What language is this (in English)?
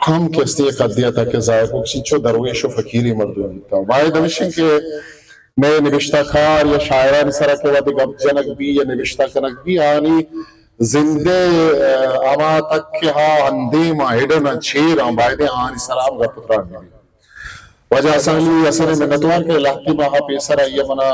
Baluchi